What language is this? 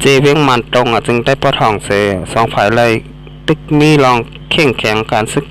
Shan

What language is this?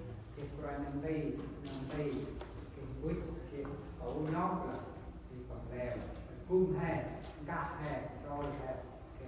Central Mnong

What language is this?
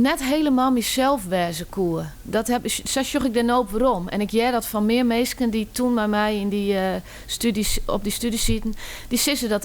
Western Frisian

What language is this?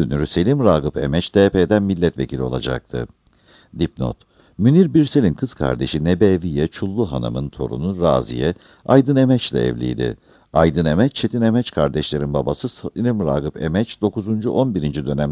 Turkish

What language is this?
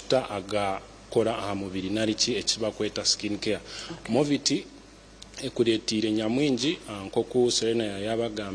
Nyankole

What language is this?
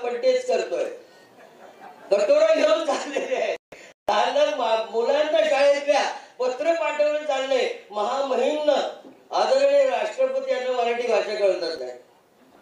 Marathi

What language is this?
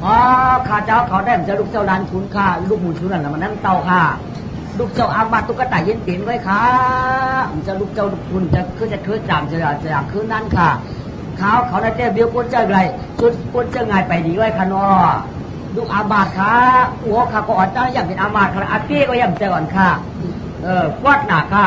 Shan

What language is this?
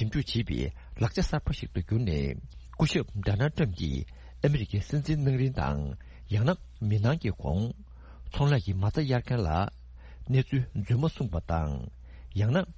Tibetan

